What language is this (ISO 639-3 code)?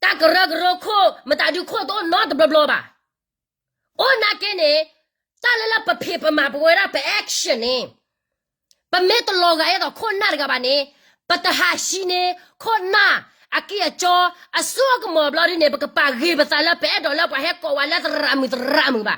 ksw